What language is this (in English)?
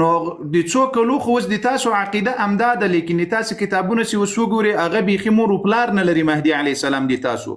Pashto